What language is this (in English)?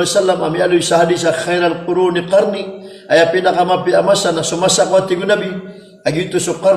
Maranao